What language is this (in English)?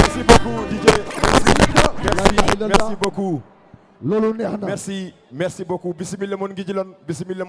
Fula